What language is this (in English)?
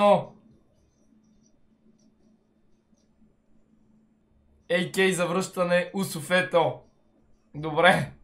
Bulgarian